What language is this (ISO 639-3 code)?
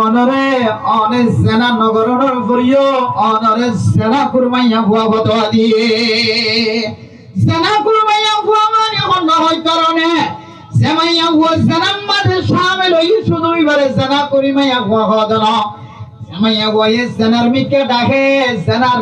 rhg